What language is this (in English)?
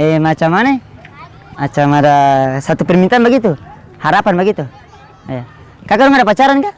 Ambonese Malay